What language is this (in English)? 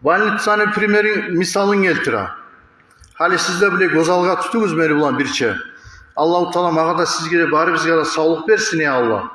Kumyk